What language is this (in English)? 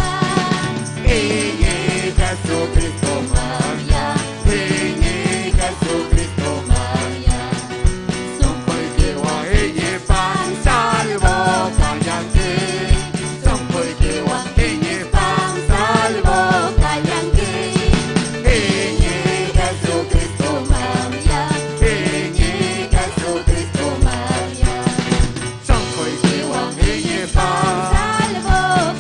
Ayacucho Quechua